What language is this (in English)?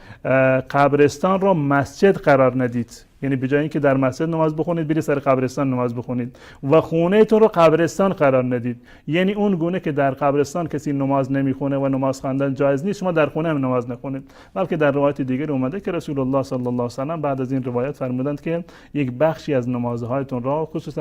Persian